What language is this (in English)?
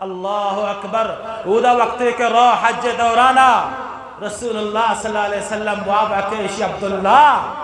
Eastern Balochi